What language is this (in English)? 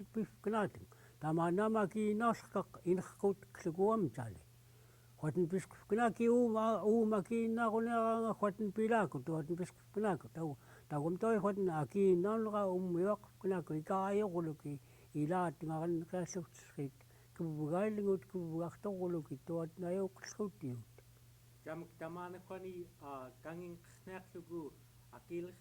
Central Yupik